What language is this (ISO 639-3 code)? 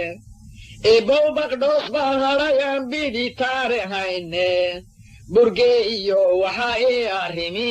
som